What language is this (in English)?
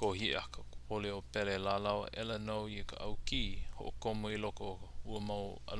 Hawaiian